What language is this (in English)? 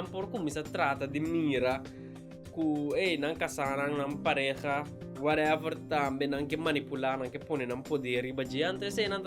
Papiamento